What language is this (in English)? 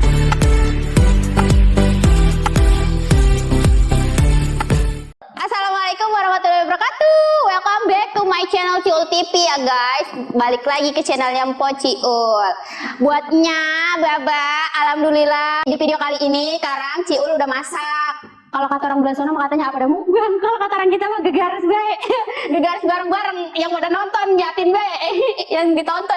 Betawi